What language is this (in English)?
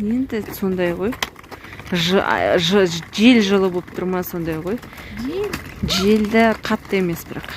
Kazakh